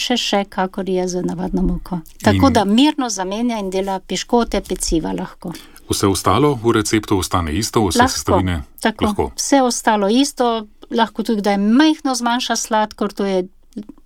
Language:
Slovenian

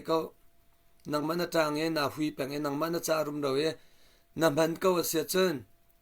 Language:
Hakha Chin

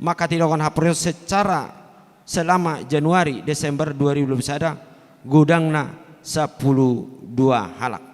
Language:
Batak Toba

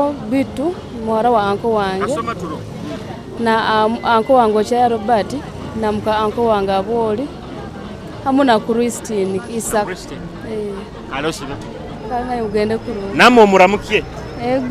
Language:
Nyoro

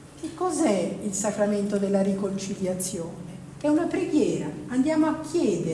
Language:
Italian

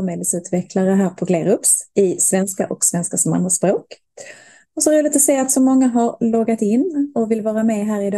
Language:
Swedish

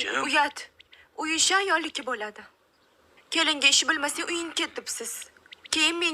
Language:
Uzbek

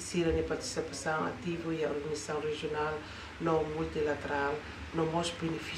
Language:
Tetum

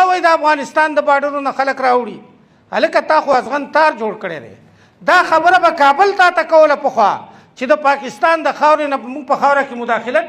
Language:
Pashto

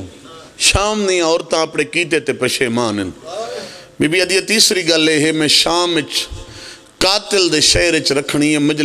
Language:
Pahari-Potwari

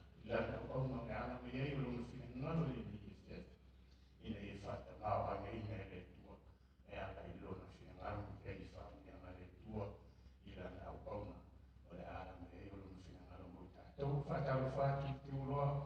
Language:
Samoan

